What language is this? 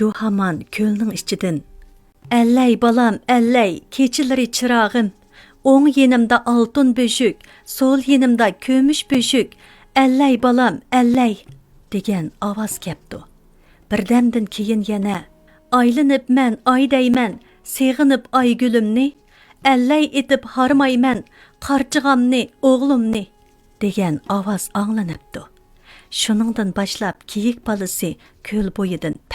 Uyghur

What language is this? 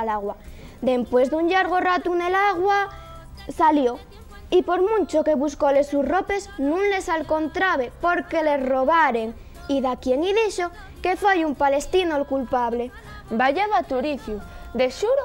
Asturian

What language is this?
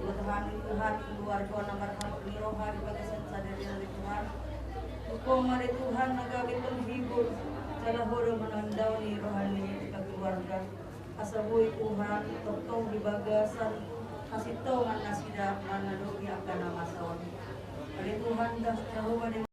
Batak Toba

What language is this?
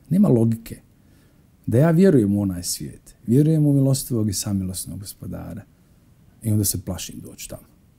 Bosnian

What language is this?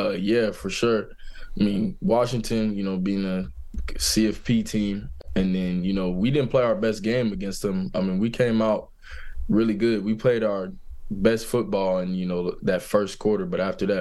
English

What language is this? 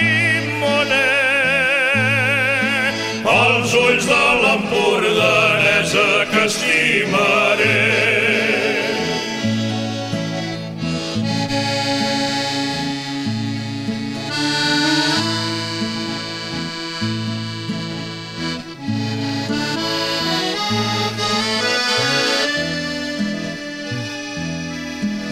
Catalan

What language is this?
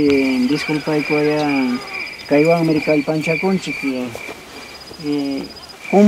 Ayacucho Quechua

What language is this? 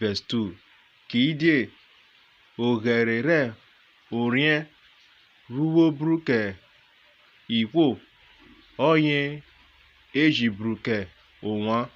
Urhobo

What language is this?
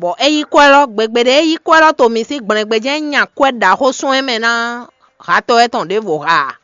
Fon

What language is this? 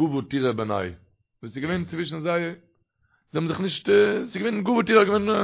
Yiddish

